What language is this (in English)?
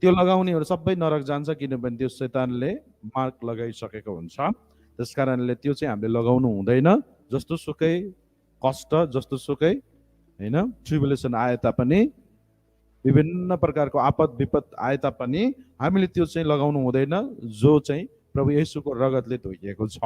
Nepali